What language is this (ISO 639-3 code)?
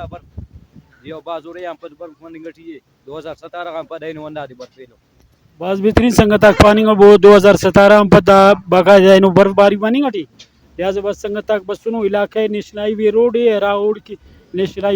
brh